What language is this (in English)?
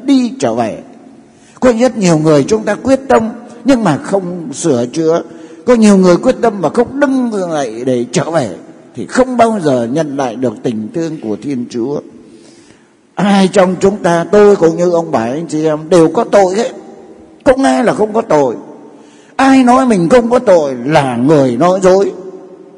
Vietnamese